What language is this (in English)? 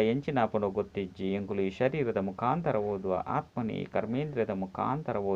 Tulu